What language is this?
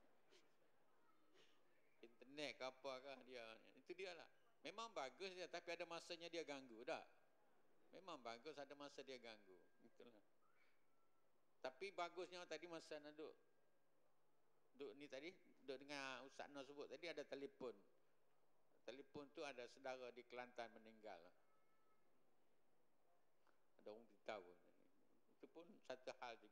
Malay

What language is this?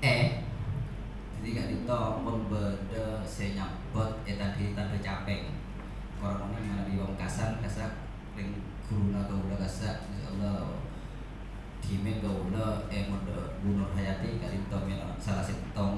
Madurese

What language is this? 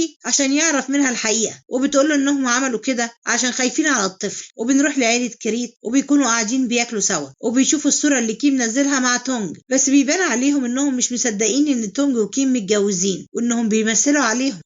Egyptian Arabic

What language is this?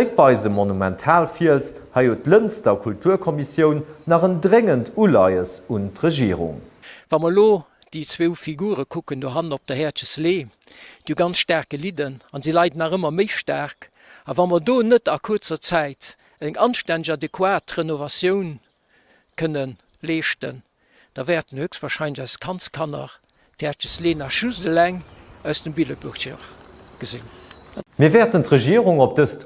Luxembourgish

